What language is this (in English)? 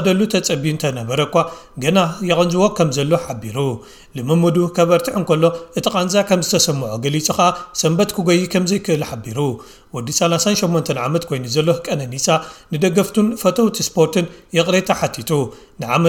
Tigrinya